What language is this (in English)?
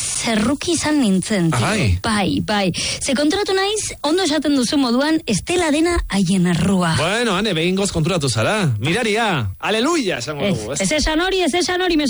Basque